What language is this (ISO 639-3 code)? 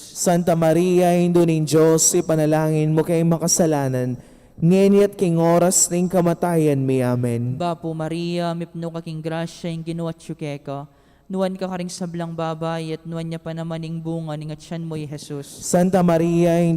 pam